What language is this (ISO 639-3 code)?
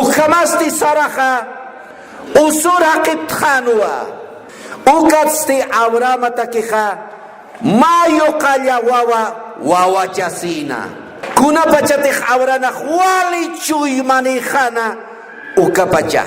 aym